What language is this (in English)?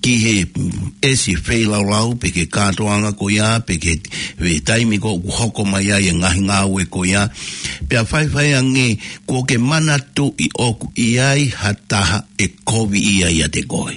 Tongan